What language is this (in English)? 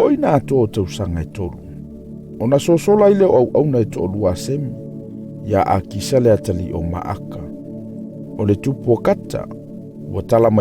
Samoan